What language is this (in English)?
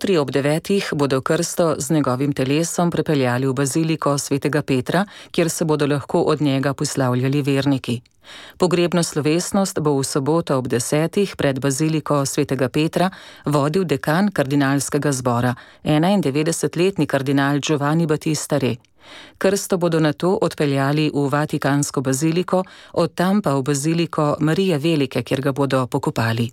Slovenian